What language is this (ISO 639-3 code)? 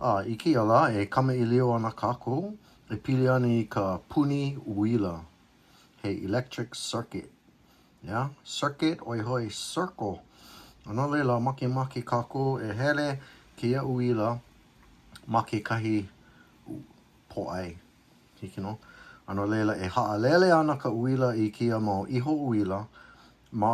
haw